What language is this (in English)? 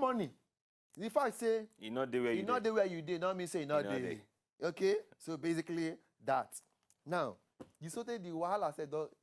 Nigerian Pidgin